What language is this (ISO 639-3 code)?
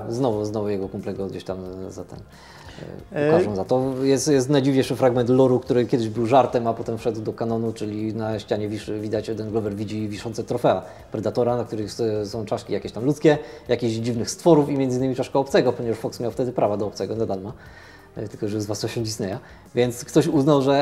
pol